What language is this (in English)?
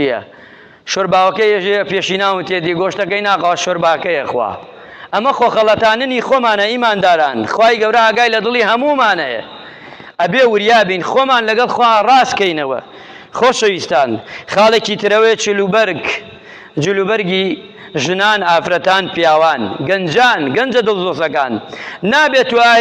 Central Kurdish